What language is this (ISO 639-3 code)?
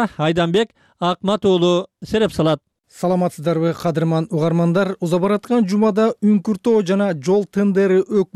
kir